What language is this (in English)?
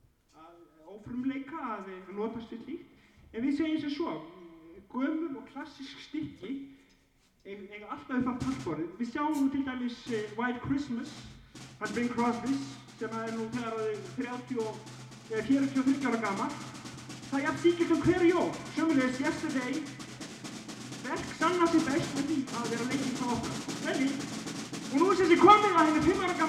Icelandic